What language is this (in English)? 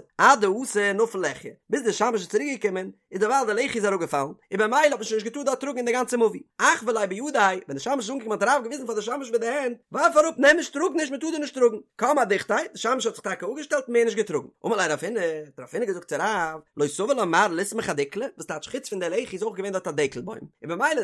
Yiddish